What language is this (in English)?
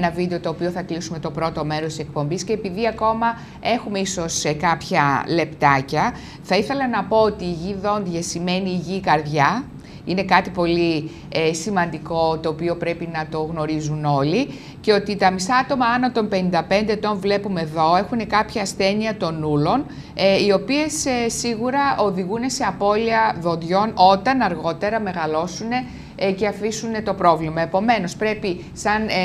Greek